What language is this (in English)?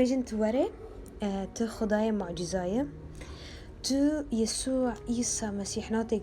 Kurdish